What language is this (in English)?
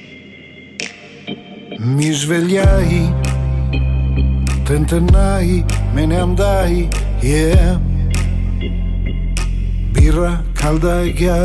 Italian